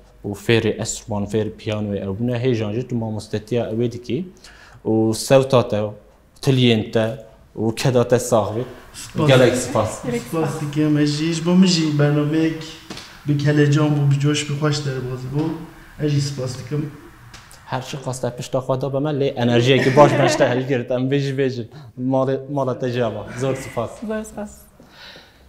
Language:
Kurdish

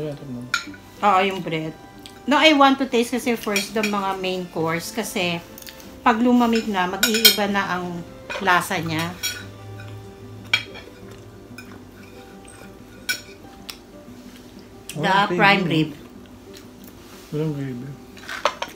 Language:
Filipino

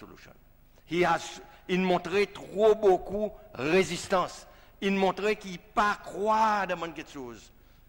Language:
Seselwa Creole French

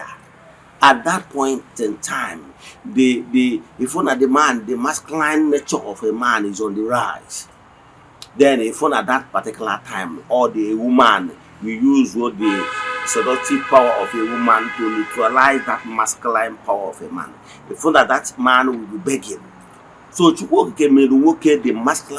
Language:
Igbo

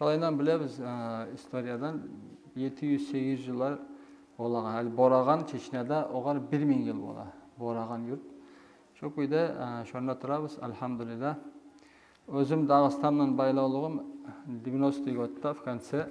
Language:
Kumyk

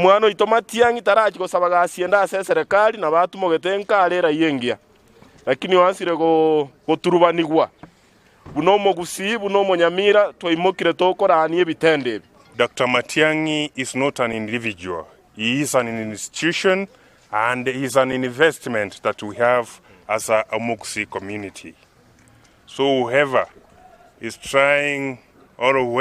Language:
Gusii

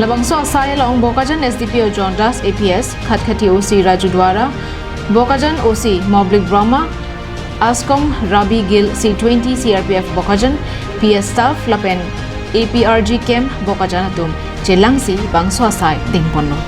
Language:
Karbi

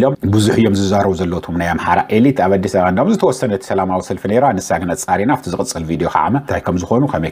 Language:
Tigrinya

